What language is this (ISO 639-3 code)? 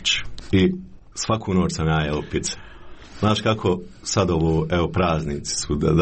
hrv